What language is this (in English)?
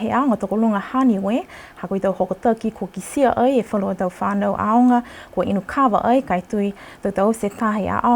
Niuean